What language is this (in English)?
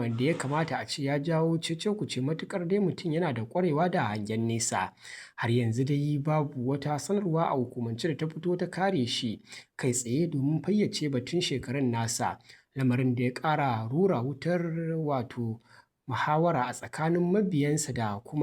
Hausa